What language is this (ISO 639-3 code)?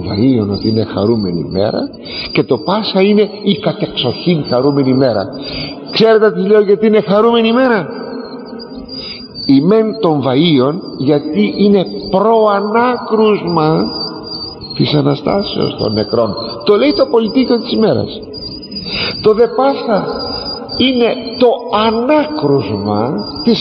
ell